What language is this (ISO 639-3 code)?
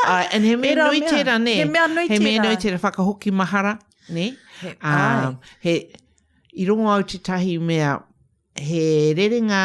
mri